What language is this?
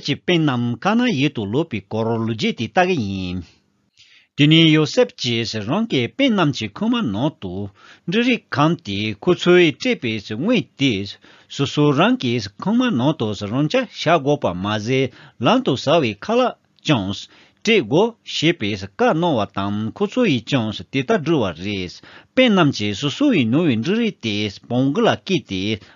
Tibetan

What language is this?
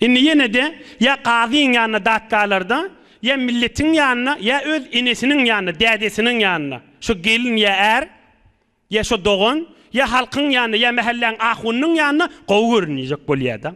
Turkmen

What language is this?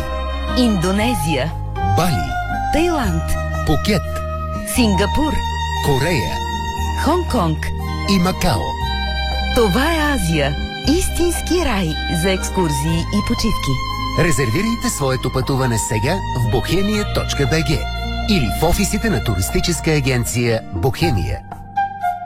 Bulgarian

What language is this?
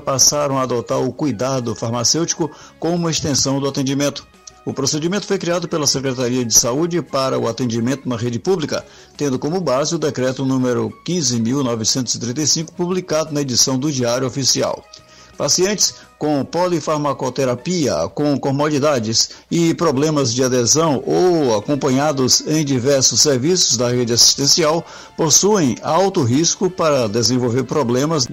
Portuguese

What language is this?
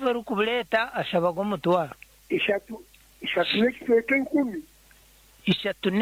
Nyankole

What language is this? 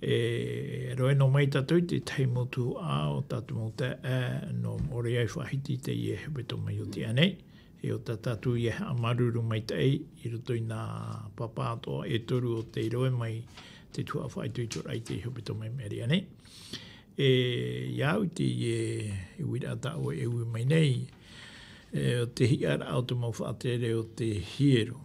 Tahitian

